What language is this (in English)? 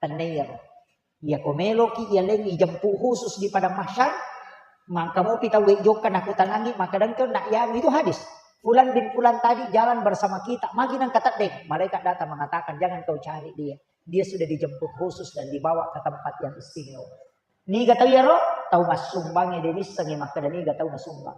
Buginese